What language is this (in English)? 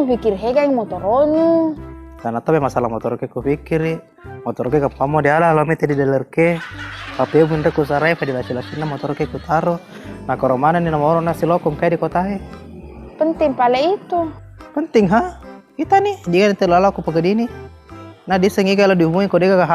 Buginese